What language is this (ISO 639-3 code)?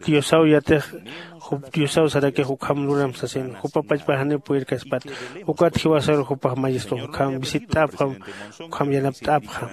aym